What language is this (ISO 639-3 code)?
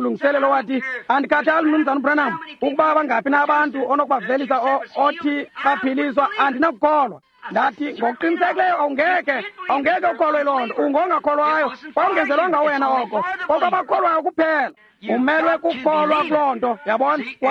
xho